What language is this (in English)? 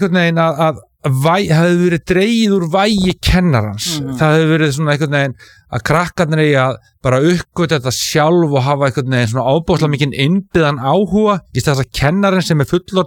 Icelandic